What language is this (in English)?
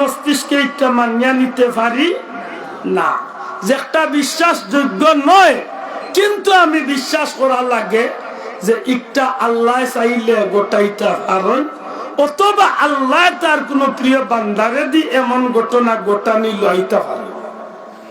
Sylheti